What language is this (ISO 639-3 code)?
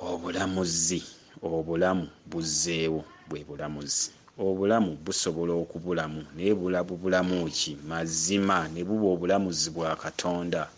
lug